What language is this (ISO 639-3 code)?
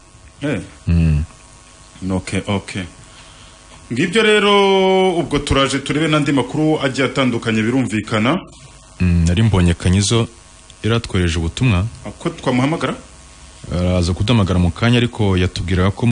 kin